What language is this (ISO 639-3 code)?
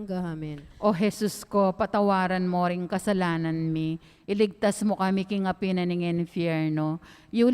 pam